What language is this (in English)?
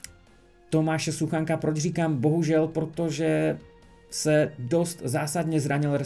Czech